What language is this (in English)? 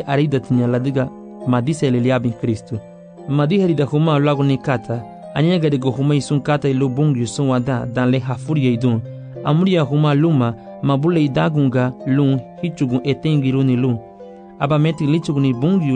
Garifuna